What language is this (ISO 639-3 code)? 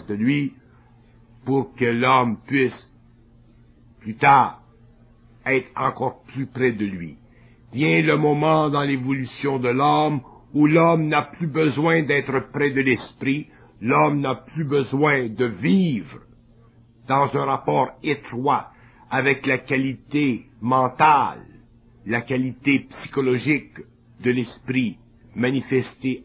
fra